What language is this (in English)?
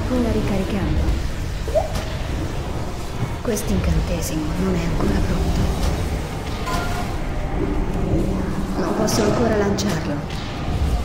Italian